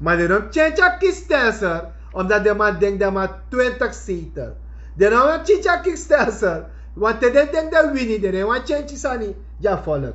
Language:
Sranan Tongo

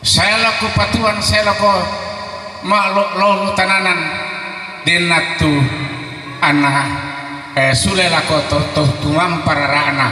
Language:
Toraja-Sa'dan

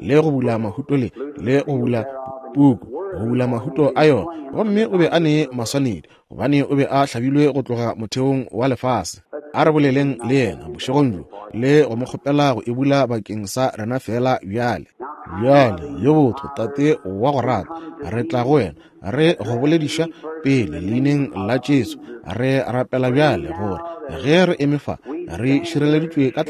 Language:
Northern Sotho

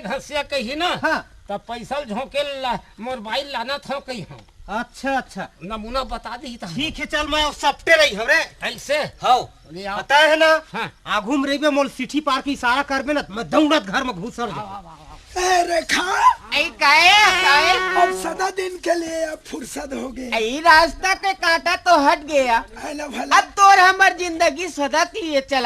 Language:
Chhattisgarhi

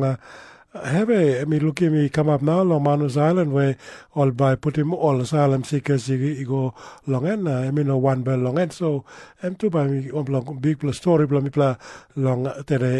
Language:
Tok Pisin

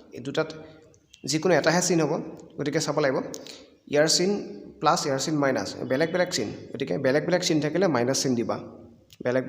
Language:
Assamese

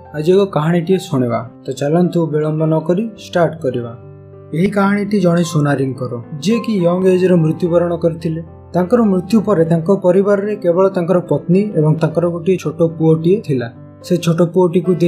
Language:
Odia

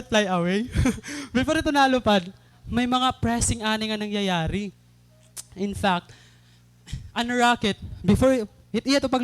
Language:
Waray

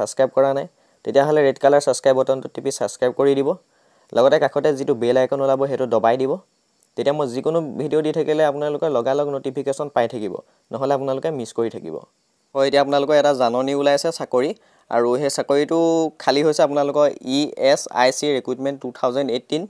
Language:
Assamese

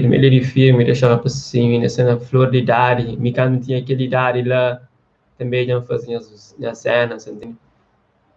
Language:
Kabuverdianu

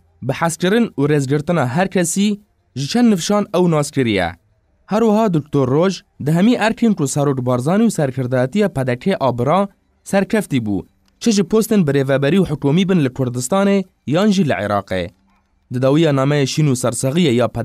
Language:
Kurdish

